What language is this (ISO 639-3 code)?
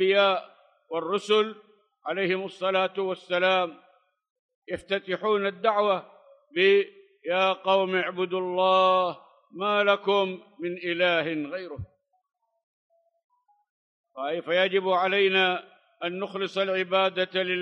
ara